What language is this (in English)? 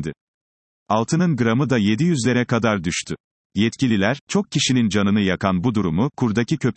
Turkish